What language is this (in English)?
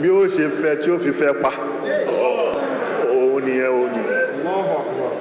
Yoruba